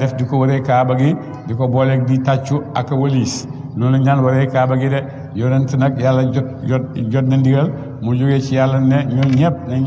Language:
Wolof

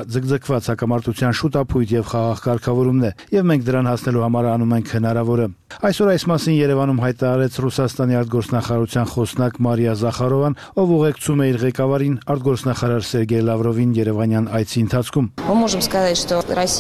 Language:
Armenian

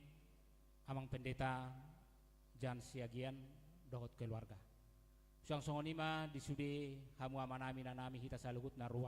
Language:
Batak Toba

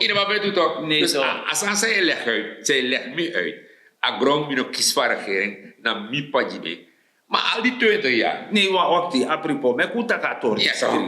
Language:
Sranan Tongo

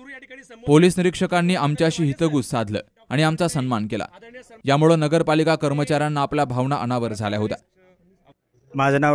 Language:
Marathi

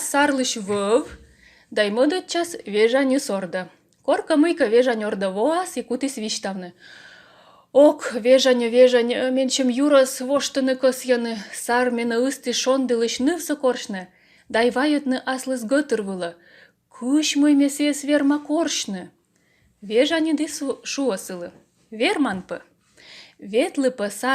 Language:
Komi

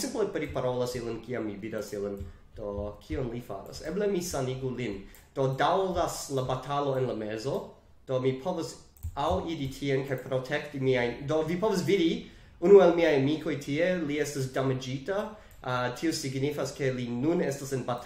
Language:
Esperanto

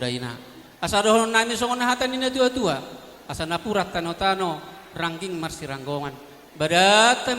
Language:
Batak Toba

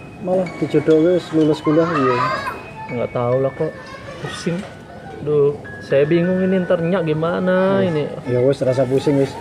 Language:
Betawi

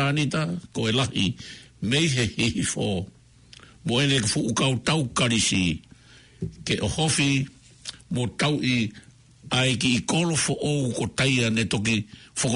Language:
Tongan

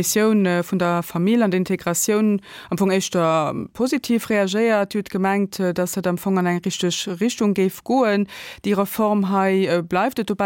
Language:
Luxembourgish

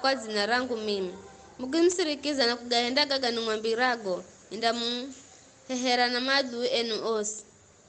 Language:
Giryama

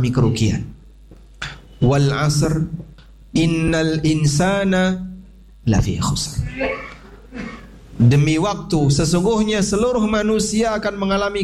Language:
Indonesian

